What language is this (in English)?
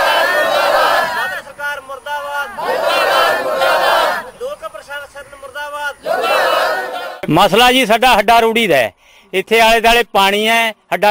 Punjabi